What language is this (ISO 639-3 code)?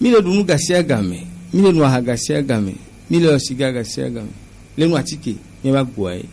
gej